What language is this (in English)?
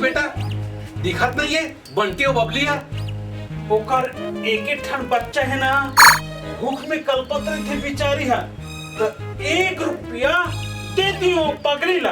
Chhattisgarhi